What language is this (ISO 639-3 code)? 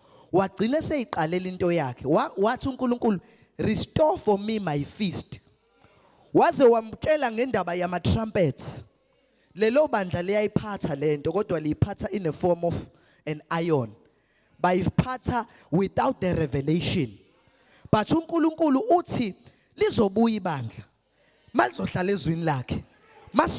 zul